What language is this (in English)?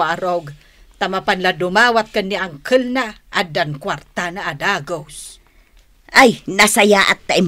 Iloko